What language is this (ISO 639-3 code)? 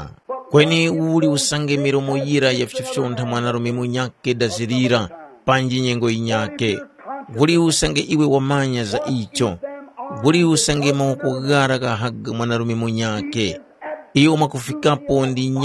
tum